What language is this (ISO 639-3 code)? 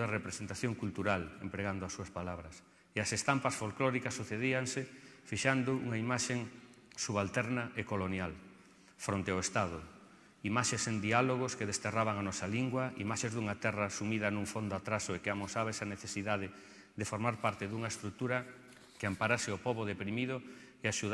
glg